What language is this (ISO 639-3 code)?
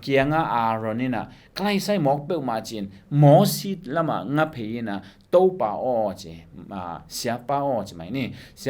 ctd